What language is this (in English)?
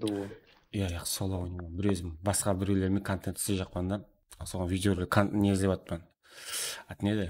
Kara-Kalpak